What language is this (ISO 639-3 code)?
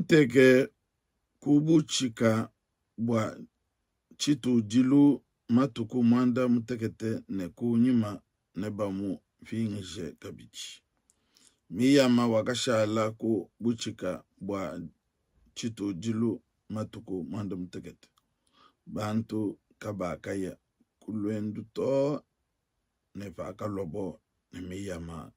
lua